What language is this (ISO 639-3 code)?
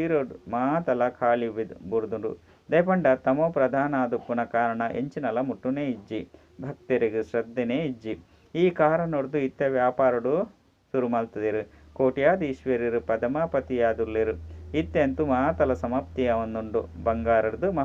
tcy